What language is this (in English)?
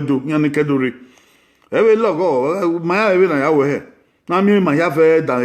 Bini